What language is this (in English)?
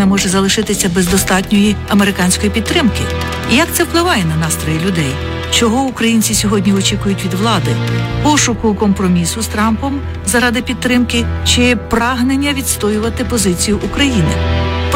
Ukrainian